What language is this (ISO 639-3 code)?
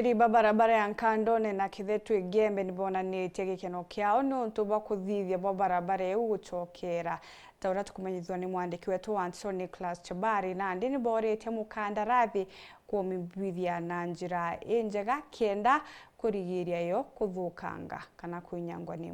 mer